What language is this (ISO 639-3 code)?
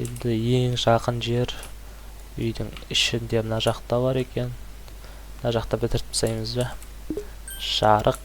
kaz